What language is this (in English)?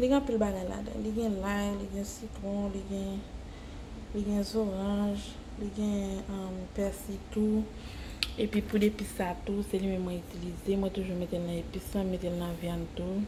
Haitian Creole